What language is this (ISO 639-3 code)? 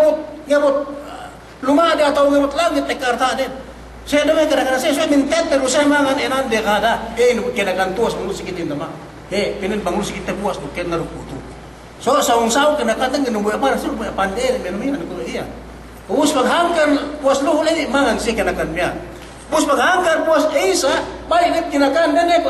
yka